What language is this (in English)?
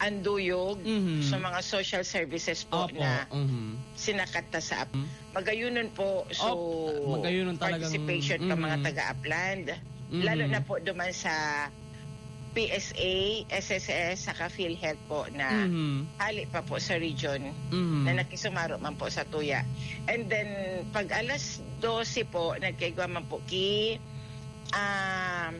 Bikol